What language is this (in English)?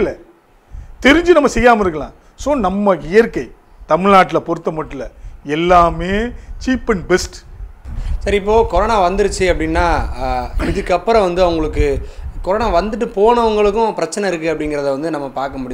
Tamil